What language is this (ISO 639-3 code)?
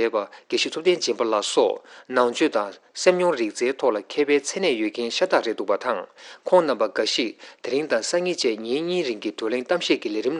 bod